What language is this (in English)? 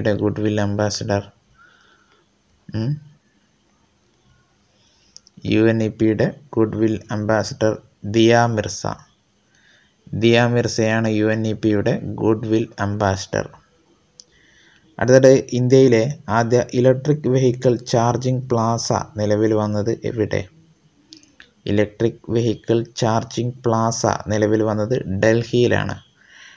Malayalam